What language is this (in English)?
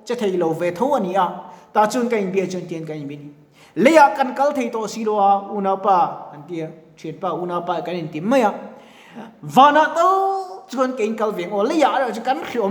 Mizo